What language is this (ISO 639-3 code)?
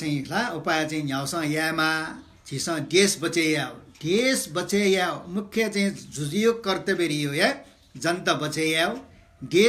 new